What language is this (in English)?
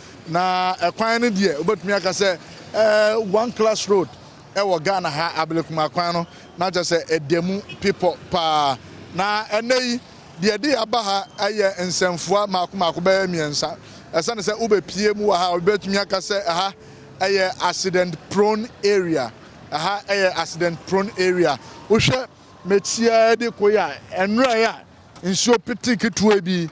Akan